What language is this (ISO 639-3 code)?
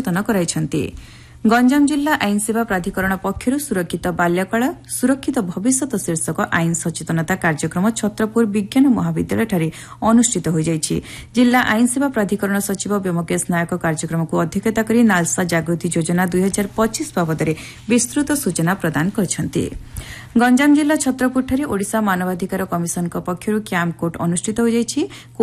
ori